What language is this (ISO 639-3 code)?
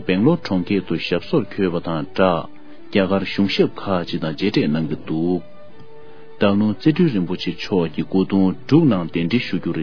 bod